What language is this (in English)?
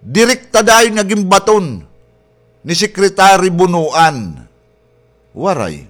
Waray